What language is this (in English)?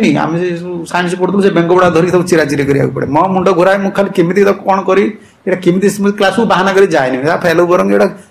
Odia